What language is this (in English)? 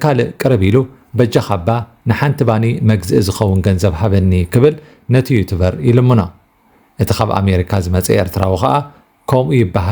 Tigrinya